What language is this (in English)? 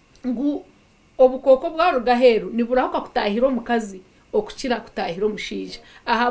Nyankole